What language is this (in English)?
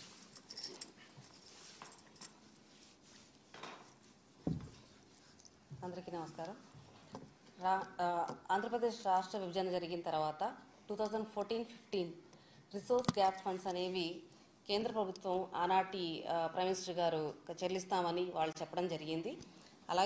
Telugu